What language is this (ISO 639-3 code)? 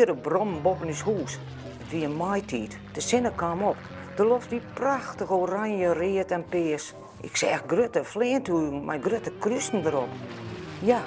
fry